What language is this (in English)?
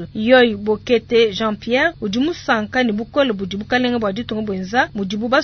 Luba-Lulua